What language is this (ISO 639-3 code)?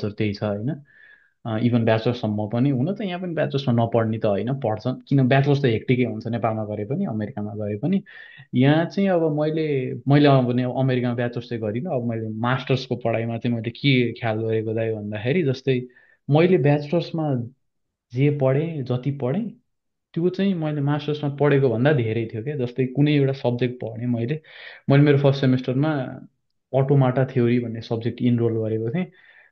nep